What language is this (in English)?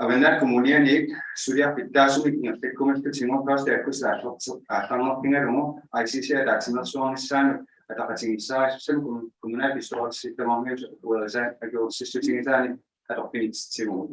Inuktitut